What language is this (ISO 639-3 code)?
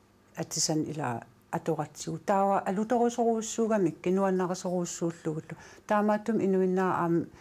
kal